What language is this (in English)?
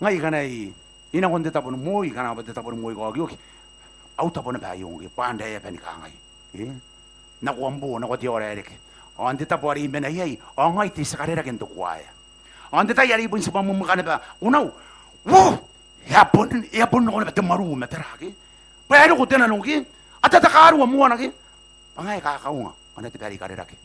Gilbertese